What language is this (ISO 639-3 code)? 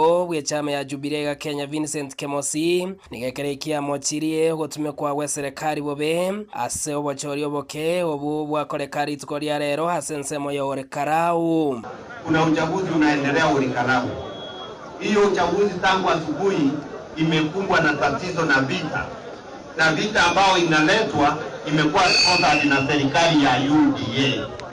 guz